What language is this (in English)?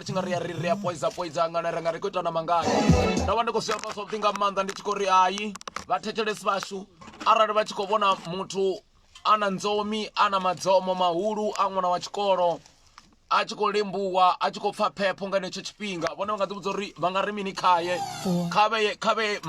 Venda